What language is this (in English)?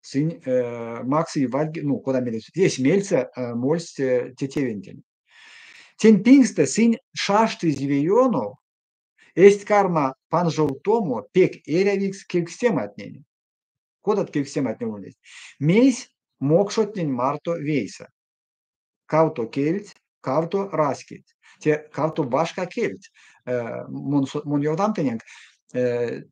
Erzya